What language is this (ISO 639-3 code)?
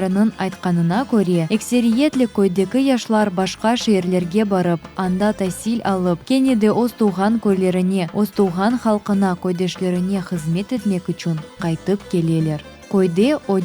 crh